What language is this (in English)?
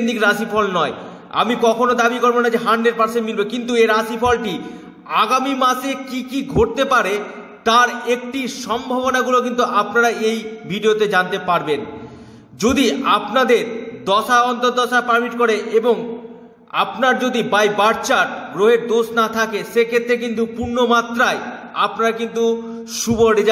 Bangla